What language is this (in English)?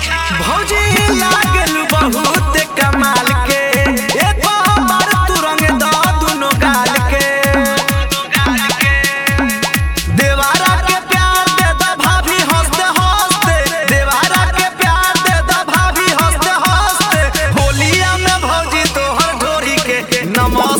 Bhojpuri